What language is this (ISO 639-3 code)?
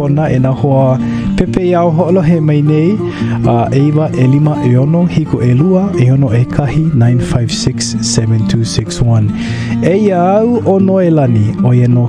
haw